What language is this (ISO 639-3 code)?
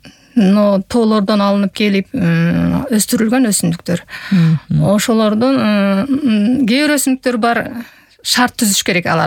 kir